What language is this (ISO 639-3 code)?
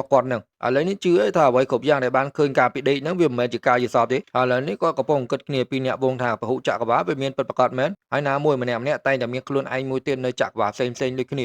khm